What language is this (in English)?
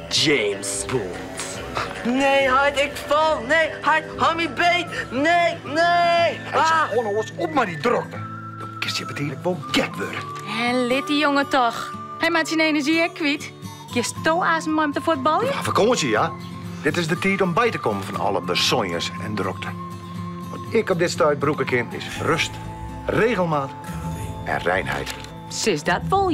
Western Frisian